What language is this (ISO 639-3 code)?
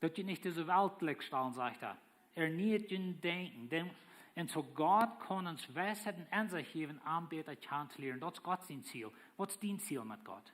pdt